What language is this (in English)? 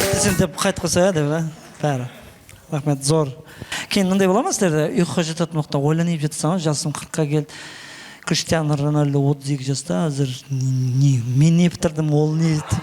Kara-Kalpak